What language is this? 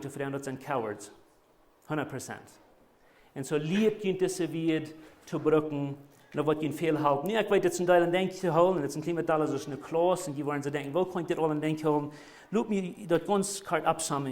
Plautdietsch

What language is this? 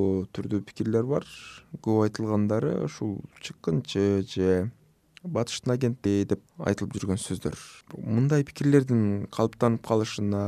Kyrgyz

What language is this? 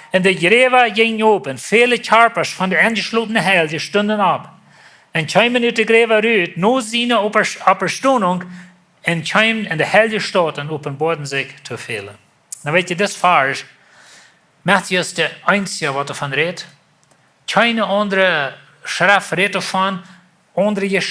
Plautdietsch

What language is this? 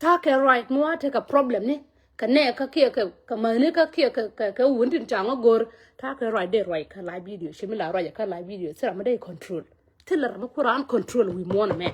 Nuer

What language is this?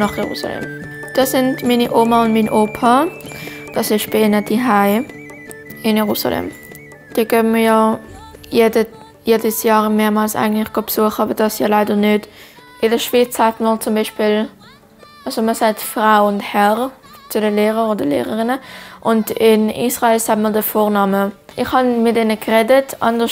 Swiss German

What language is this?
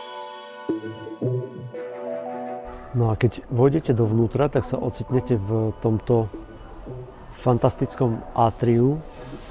Slovak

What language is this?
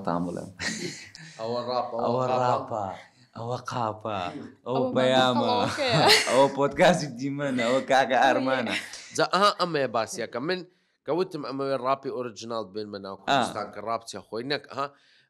Central Kurdish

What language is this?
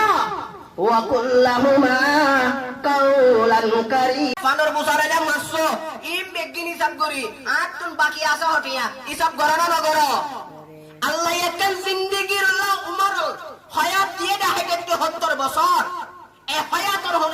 Rohingya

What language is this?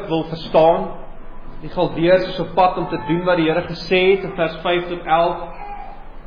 Afrikaans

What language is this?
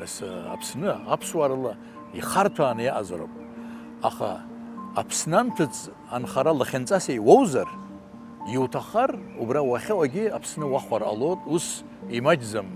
Abkhazian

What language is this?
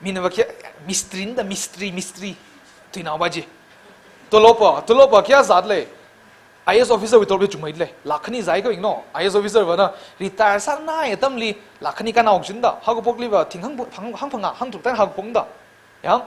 Tangkhul Naga (India)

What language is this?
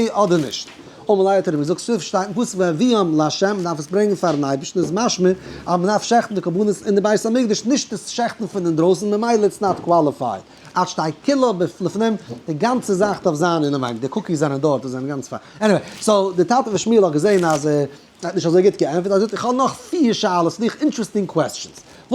Yiddish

